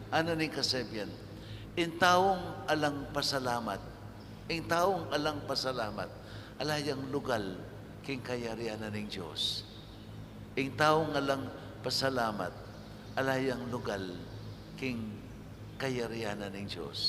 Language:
Pampanga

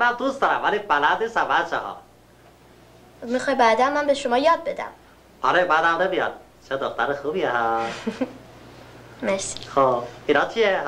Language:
Persian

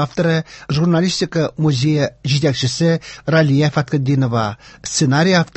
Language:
Tatar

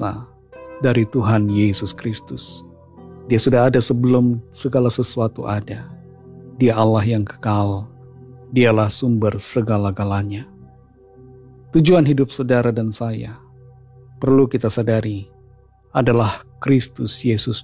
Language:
Indonesian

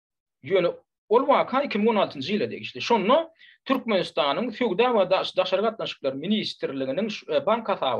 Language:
Turkmen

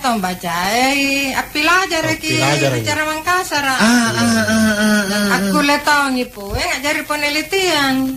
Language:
Makasar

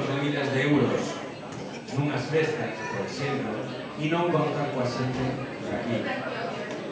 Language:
Galician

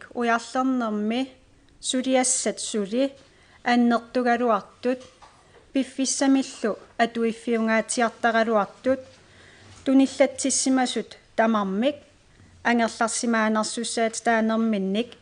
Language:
Kalaallisut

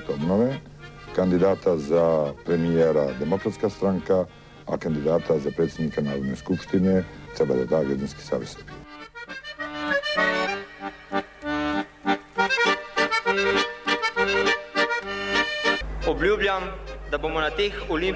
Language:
Serbian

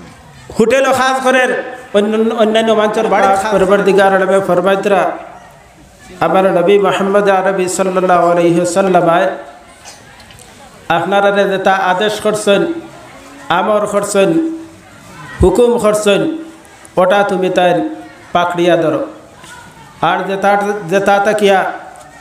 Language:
Bangla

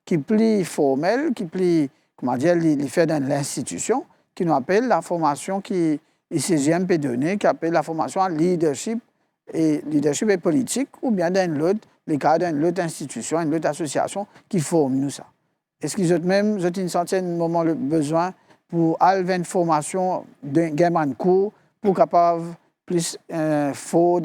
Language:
Morisyen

